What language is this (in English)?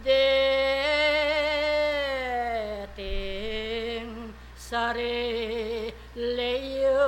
Pampanga